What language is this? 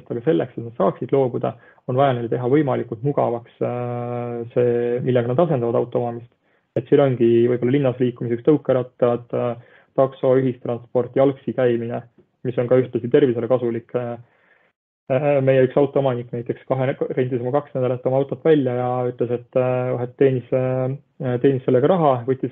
Estonian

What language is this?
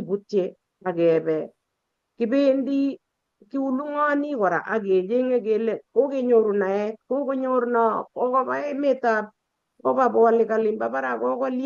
Kalenjin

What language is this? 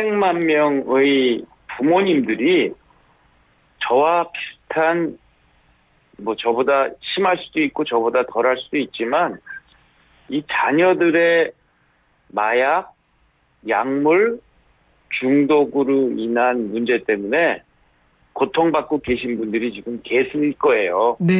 Korean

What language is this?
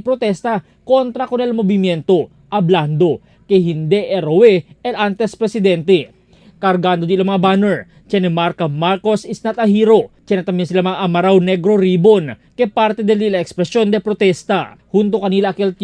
Chavacano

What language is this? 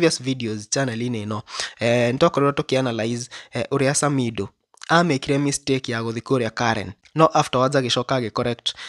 Kikuyu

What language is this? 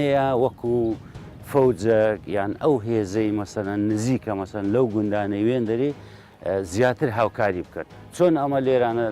Central Kurdish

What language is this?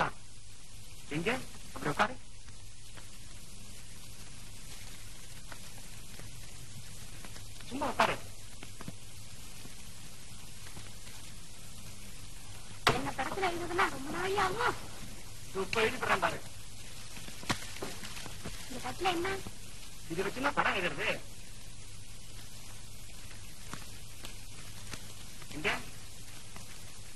Tamil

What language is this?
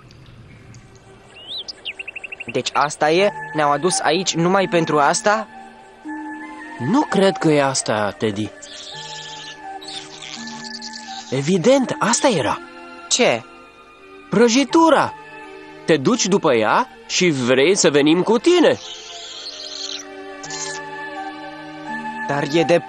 Romanian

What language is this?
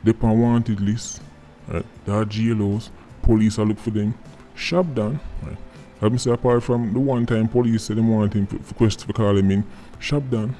Jamaican Creole English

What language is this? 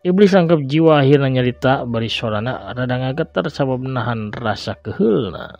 Sundanese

